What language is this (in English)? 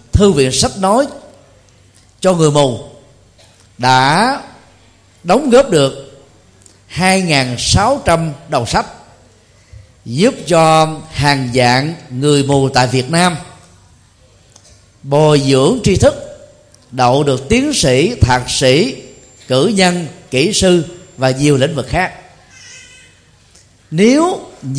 Vietnamese